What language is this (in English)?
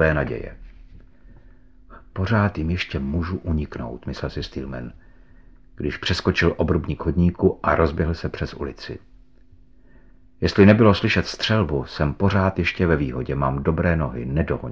Czech